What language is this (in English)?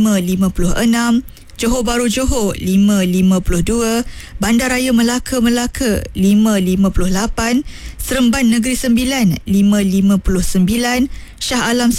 Malay